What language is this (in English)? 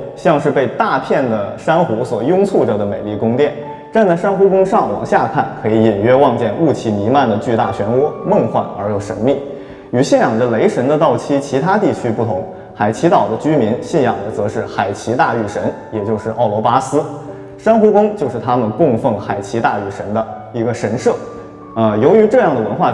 Chinese